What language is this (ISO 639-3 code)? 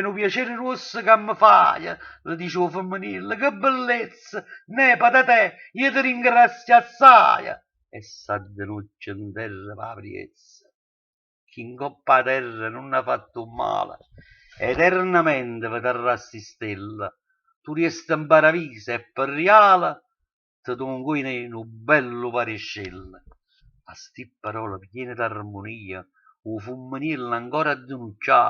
nap